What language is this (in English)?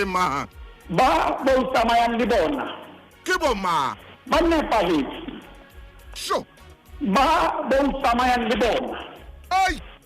Southern Sotho